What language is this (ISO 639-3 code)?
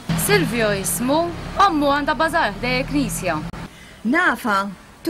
mlt